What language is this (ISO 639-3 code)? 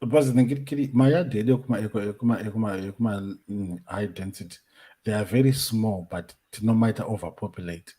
sna